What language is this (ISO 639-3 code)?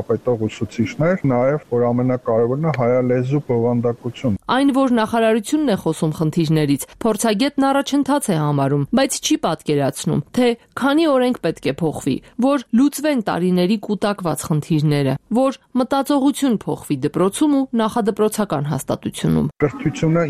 hye